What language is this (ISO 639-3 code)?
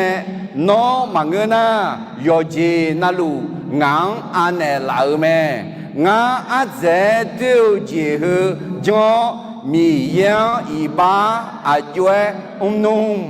ahk